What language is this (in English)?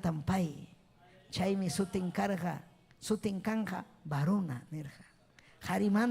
Ayacucho Quechua